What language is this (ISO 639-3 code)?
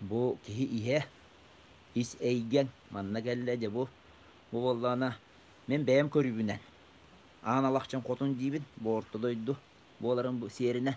sah